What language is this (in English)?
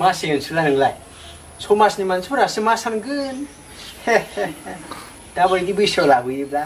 Bodo